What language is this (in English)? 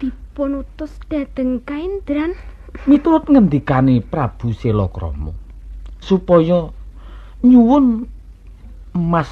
Javanese